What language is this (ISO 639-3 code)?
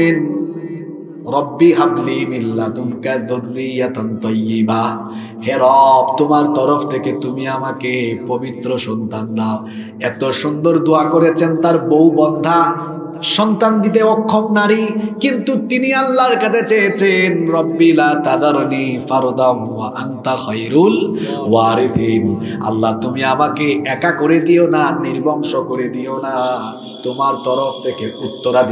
ben